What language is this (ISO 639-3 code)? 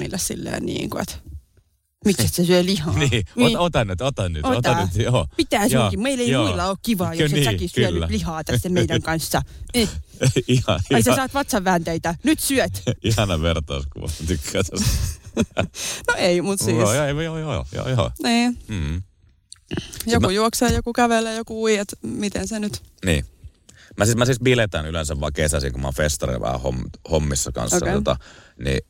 fin